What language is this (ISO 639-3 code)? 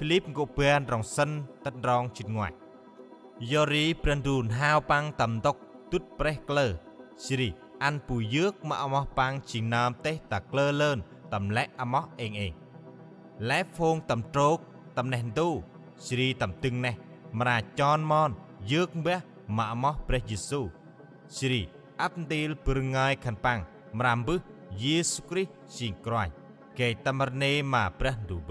cmo